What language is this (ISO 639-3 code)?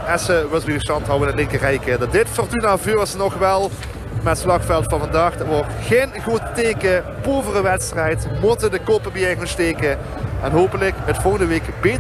lim